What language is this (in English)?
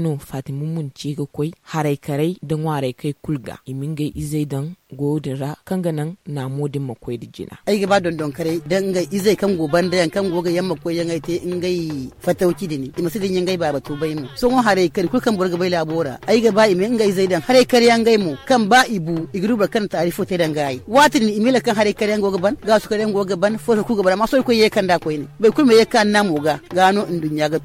Zarma